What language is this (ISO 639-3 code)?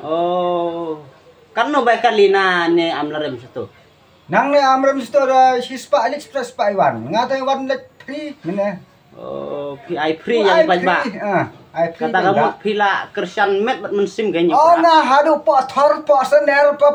kha